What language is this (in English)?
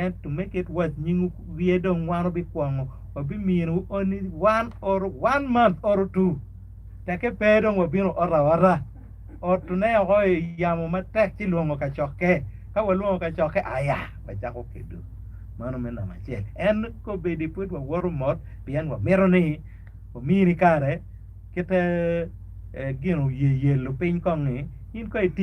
Acoli